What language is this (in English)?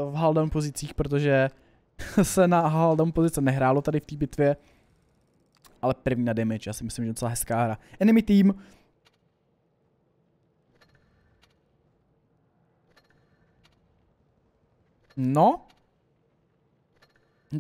Czech